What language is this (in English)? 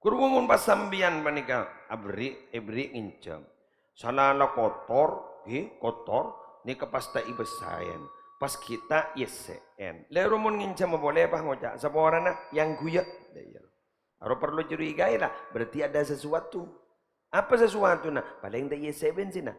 Madurese